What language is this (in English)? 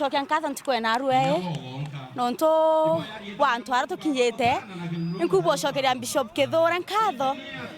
Meru